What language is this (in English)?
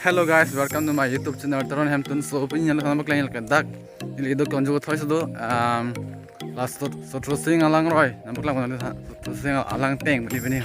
Karbi